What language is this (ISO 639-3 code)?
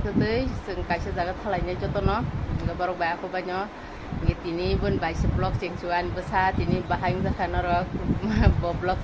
trp